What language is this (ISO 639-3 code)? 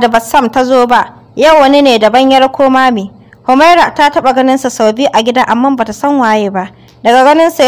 hau